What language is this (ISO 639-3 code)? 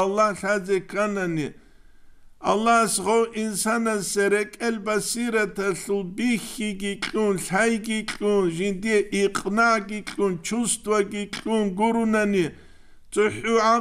ava